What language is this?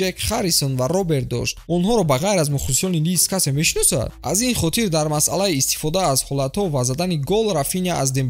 Tajik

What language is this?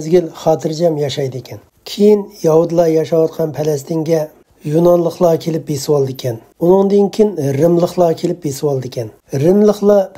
Uyghur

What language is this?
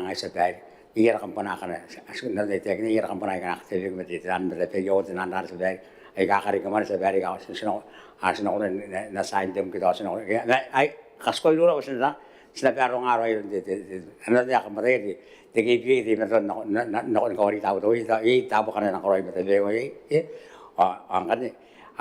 Gilbertese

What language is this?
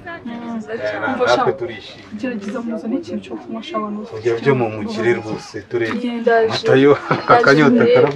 Kinyarwanda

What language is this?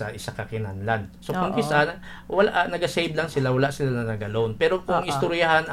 Hiligaynon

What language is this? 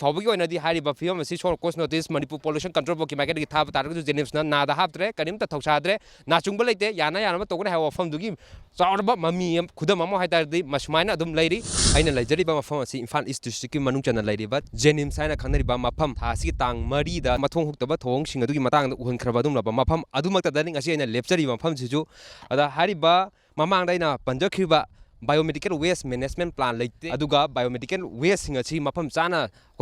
Manipuri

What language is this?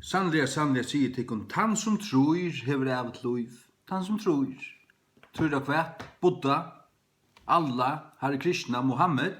Faroese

